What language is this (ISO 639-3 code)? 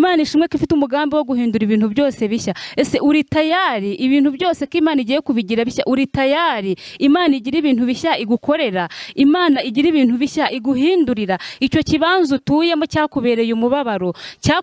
kin